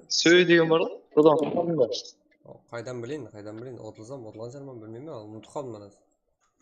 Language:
Kara-Kalpak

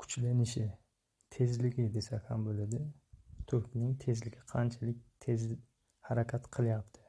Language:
Uzbek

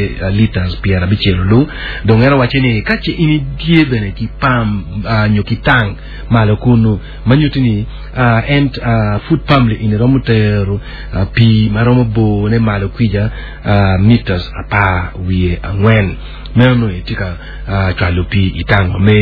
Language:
Acoli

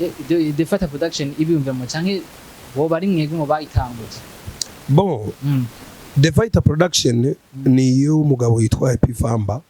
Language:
Rundi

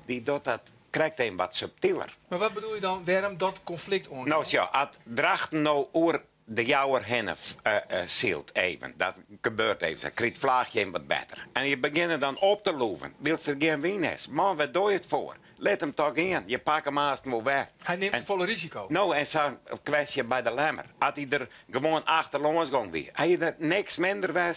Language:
Western Frisian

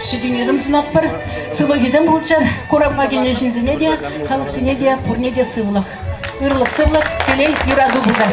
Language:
Chuvash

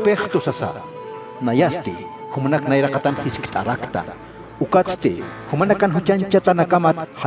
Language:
Aymara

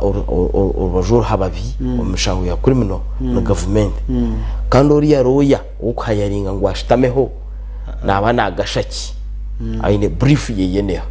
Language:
Nyankole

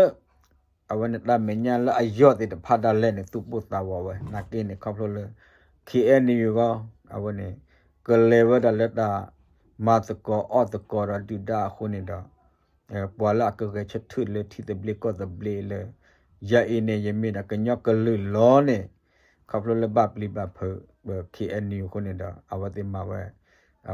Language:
S'gaw Karen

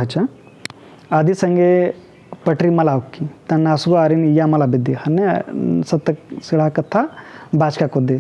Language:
Kurukh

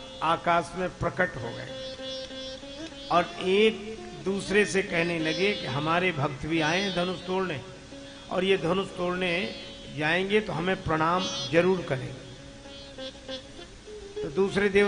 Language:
Hindi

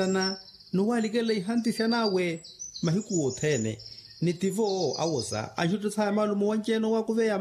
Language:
Makhuwa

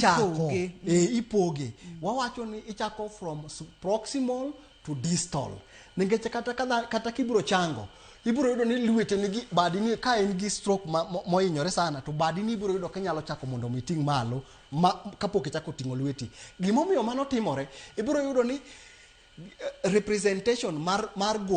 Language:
Luo (Kenya and Tanzania)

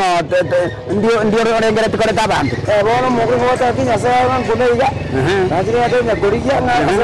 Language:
Gusii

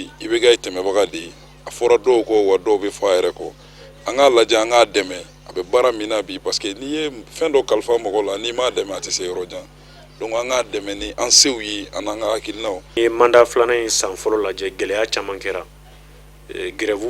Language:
Bambara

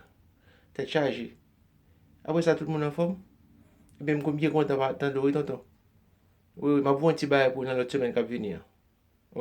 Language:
Haitian Creole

